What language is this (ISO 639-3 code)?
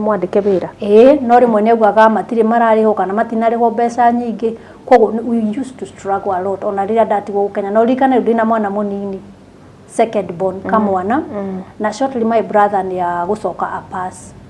kik